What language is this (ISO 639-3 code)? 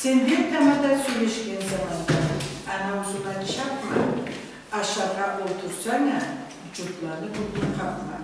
krc